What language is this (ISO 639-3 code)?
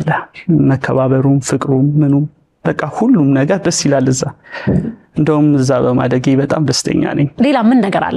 amh